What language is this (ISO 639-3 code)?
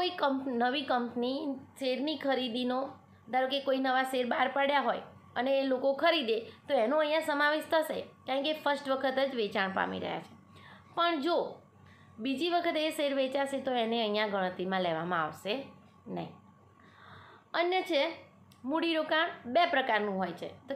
guj